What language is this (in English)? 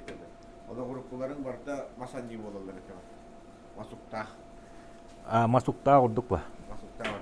Yakut